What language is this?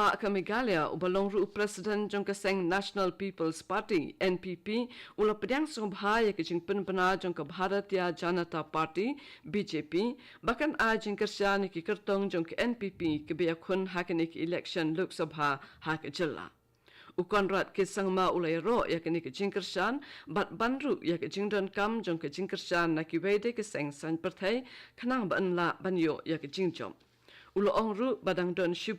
Khasi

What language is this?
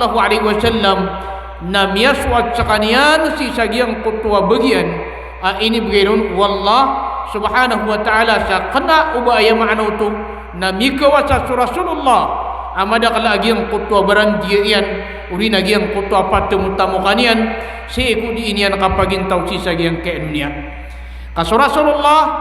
Maranao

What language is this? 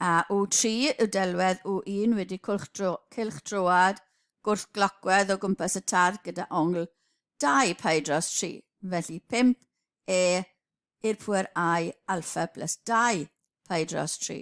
Welsh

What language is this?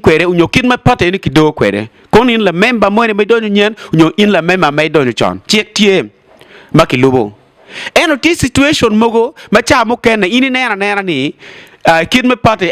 Acoli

